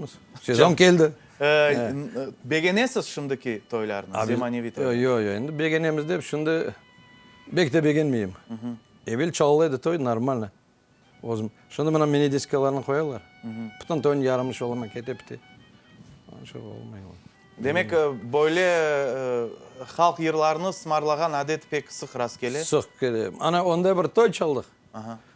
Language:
Crimean Tatar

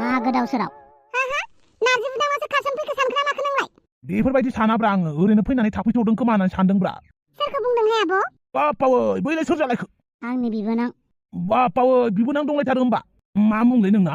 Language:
Bodo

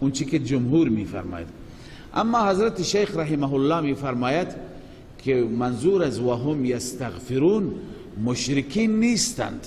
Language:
Persian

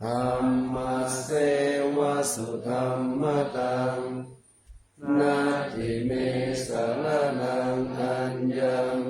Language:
Pali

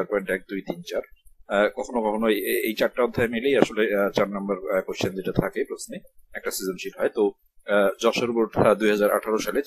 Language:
Bangla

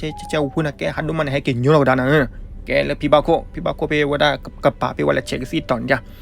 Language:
S'gaw Karen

